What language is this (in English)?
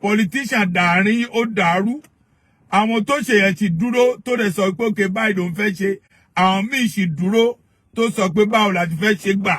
Yoruba